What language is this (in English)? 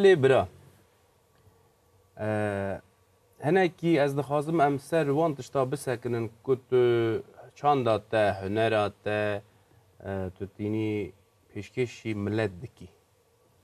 Kurdish